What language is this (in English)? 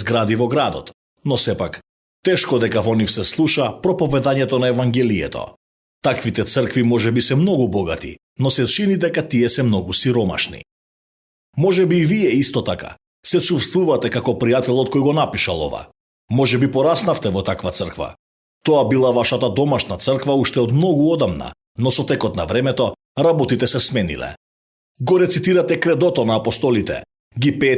Macedonian